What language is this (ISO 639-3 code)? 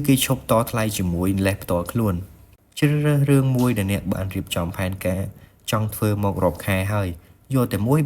khm